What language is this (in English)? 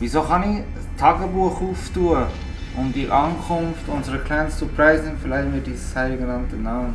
Swiss German